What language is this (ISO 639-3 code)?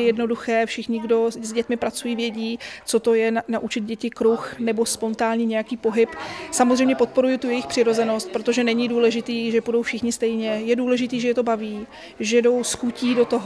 ces